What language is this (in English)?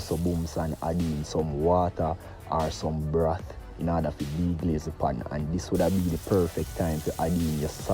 Jamaican Creole English